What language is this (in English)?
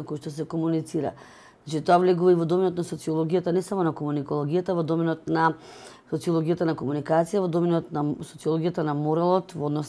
Macedonian